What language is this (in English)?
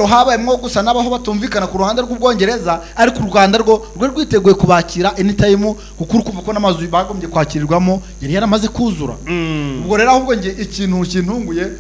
Kinyarwanda